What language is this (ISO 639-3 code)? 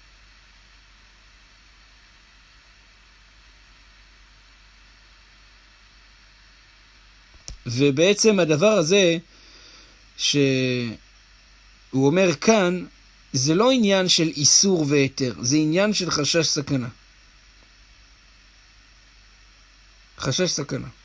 heb